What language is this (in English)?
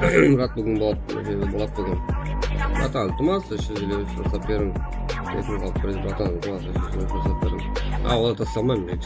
Kara-Kalpak